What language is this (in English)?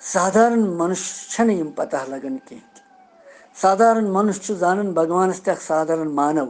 Kashmiri